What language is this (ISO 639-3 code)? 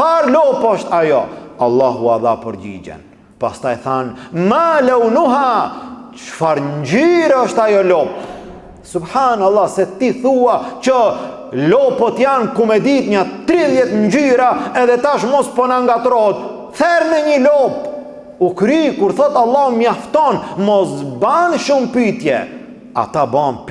sqi